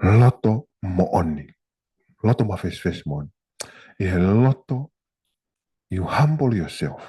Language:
Tongan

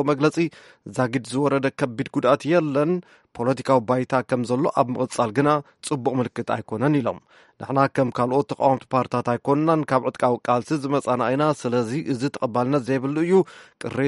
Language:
Tigrinya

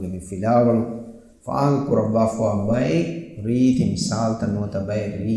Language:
Divehi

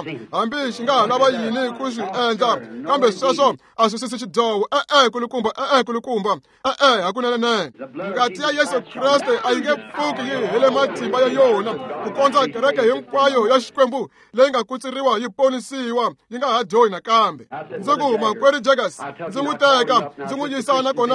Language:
Tsonga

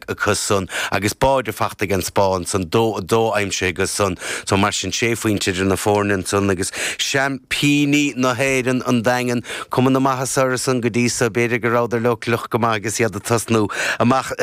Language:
Irish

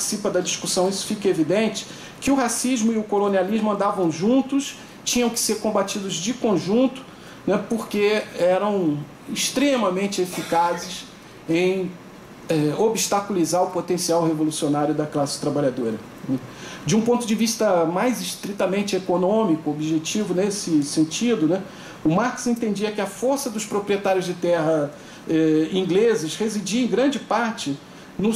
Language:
Portuguese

